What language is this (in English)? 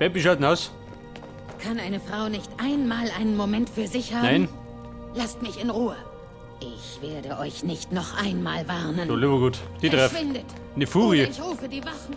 Bavarian